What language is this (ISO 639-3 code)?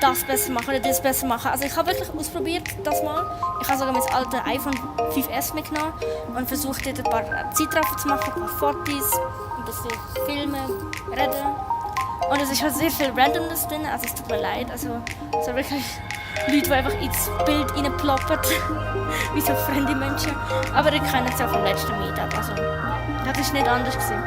gsw